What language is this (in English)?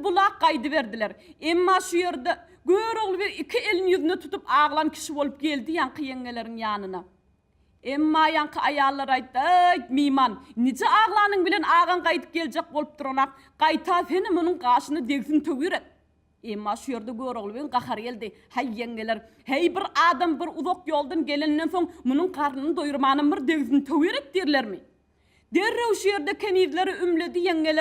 Turkmen